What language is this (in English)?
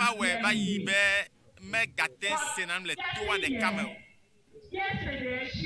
Ewe